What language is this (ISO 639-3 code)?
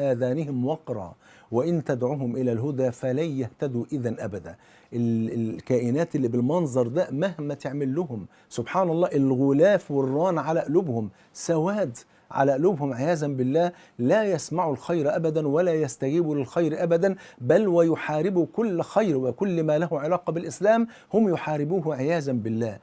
arz